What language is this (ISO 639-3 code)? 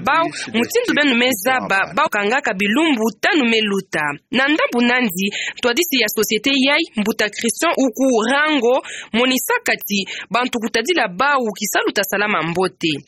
ktu